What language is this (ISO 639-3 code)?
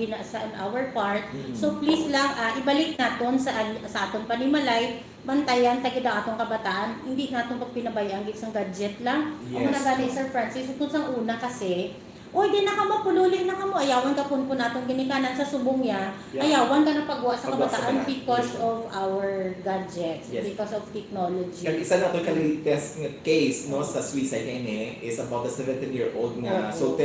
hil